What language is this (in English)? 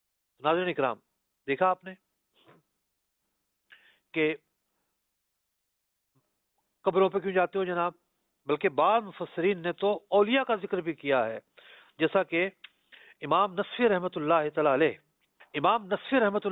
Urdu